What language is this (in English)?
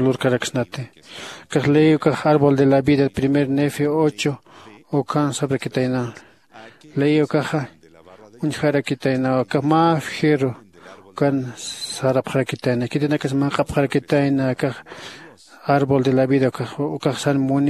Aymara